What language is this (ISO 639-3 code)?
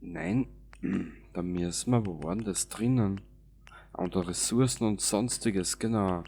bar